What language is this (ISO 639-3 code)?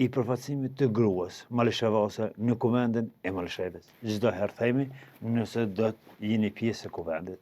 sqi